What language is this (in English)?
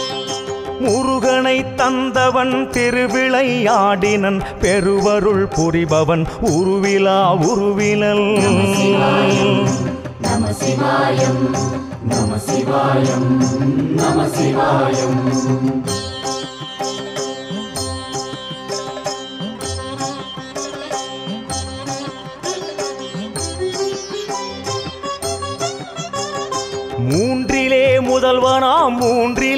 Tamil